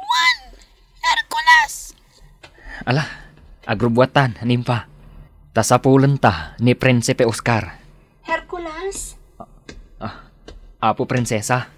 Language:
Iloko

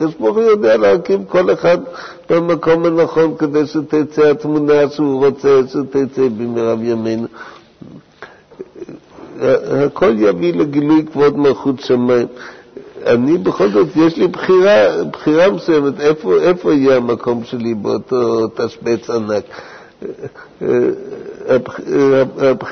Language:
Hebrew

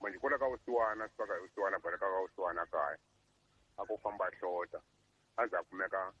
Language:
Tsonga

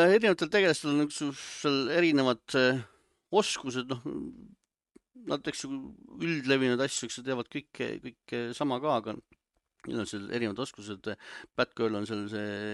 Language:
Estonian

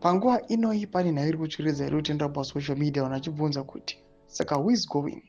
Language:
Shona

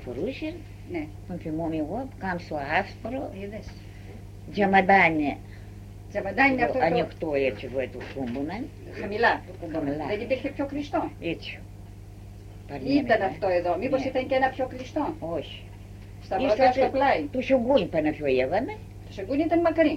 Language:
Greek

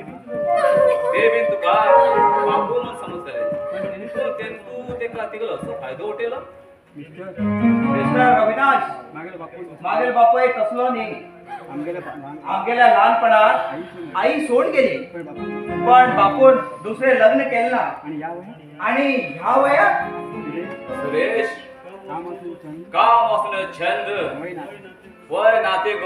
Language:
Konkani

